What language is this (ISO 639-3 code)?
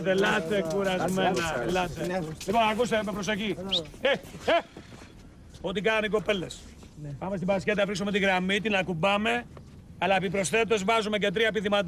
ell